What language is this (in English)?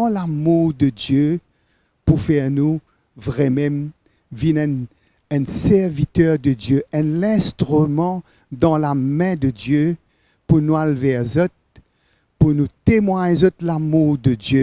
Morisyen